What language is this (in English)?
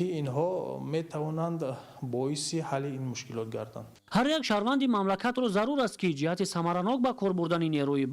Tajik